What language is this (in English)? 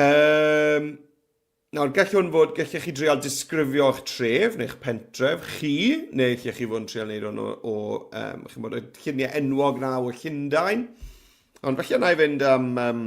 Welsh